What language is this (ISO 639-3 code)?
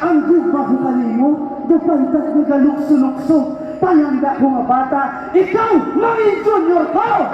hil